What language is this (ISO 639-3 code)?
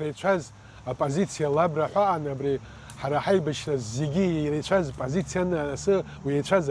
abk